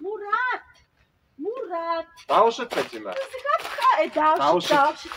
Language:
Kabardian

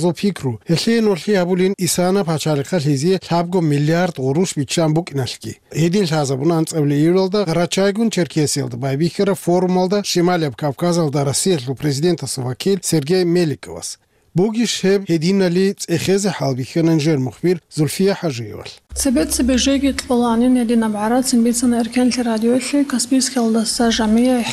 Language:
Avaric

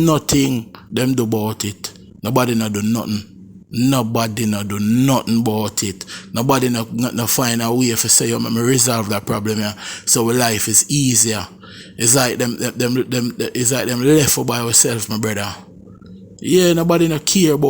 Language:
Jamaican Creole English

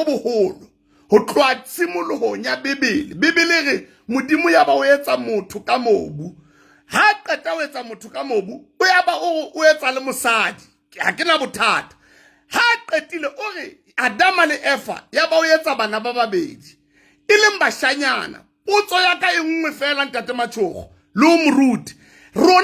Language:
Southern Sotho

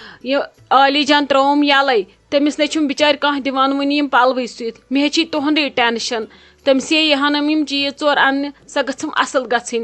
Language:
Kashmiri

